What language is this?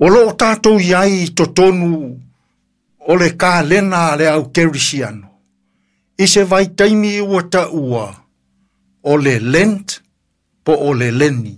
Samoan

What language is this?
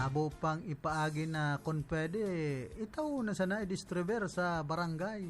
Bikol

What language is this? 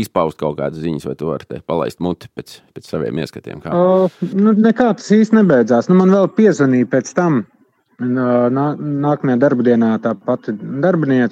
Latvian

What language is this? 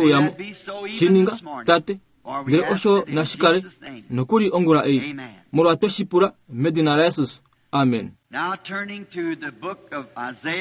Kuanyama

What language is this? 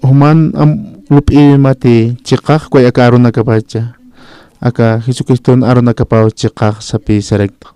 Aymara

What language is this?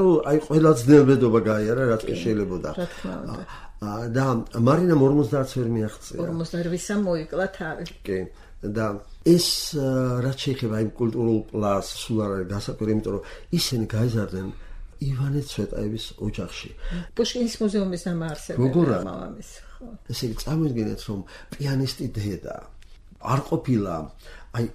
Georgian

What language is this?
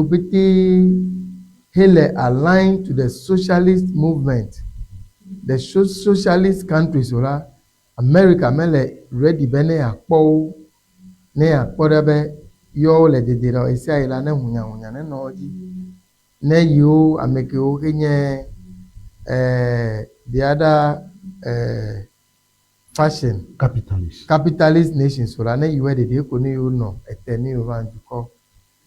Ewe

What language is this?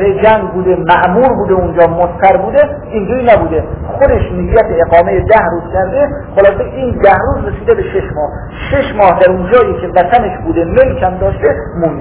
Persian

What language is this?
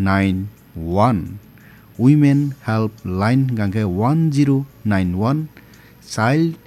Kok Borok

